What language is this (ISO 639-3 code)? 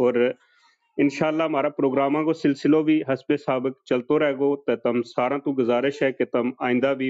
gju